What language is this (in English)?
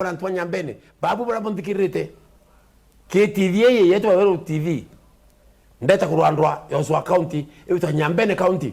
Meru